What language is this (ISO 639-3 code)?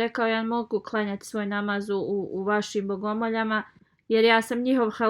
bos